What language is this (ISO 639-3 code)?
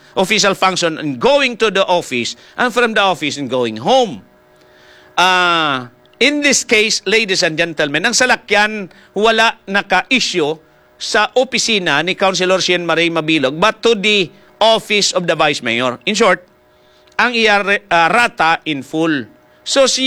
hil